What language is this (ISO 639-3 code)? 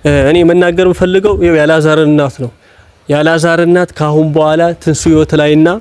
amh